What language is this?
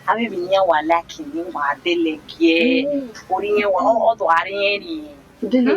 Bini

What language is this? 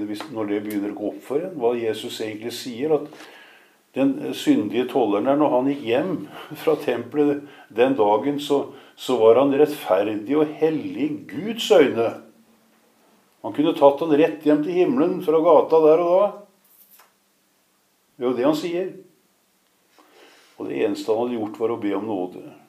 Norwegian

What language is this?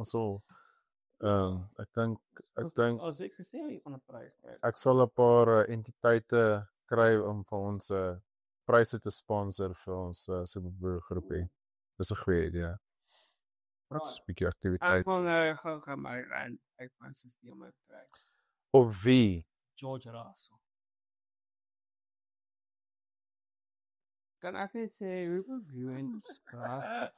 Afrikaans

